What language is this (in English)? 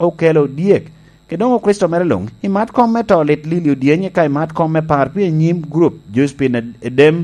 Lango (Uganda)